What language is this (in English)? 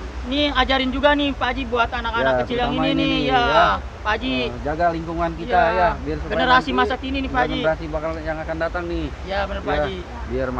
Betawi